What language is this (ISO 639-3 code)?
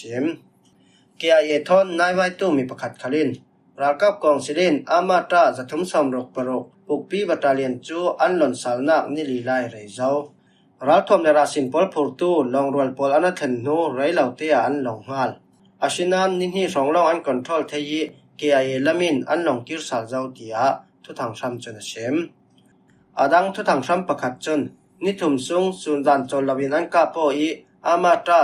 cfm